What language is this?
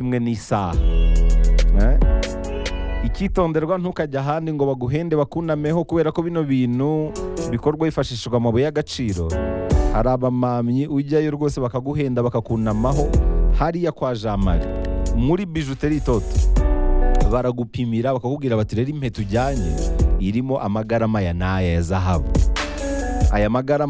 Kinyarwanda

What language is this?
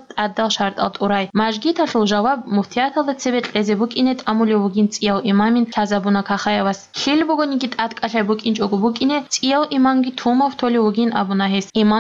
Avaric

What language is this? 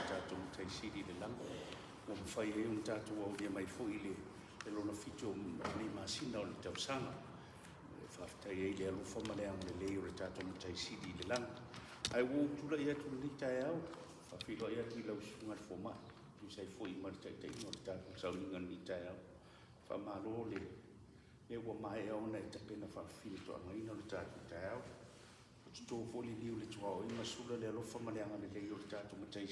Samoan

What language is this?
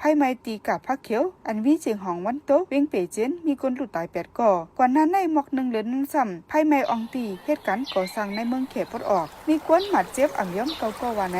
Shan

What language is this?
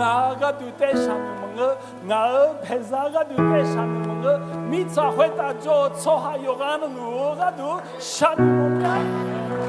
Akha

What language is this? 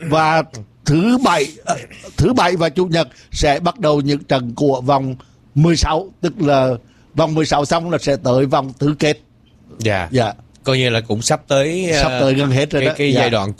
Vietnamese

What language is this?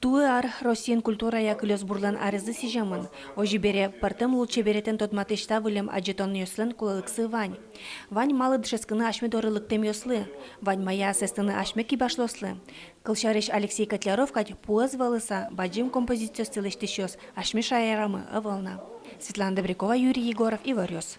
Udmurt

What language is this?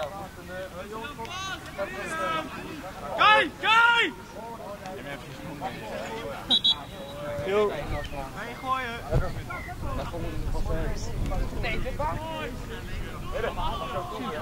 Dutch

